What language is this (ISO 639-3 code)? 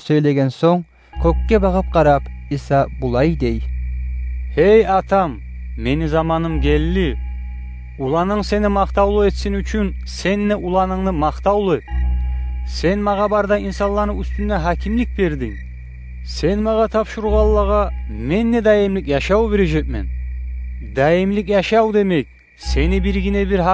kum